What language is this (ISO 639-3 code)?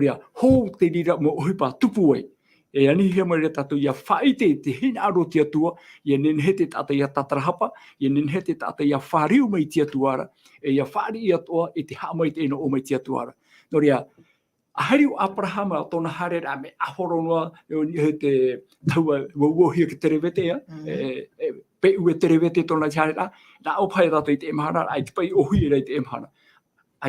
tah